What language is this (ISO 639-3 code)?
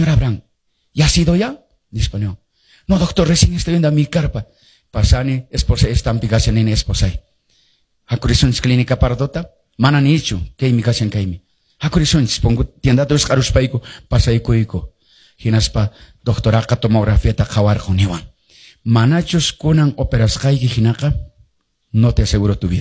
que